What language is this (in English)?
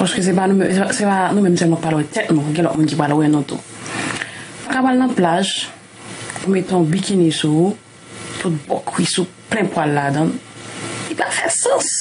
Haitian Creole